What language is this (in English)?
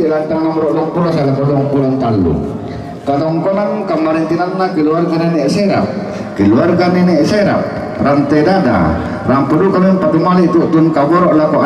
Toraja-Sa'dan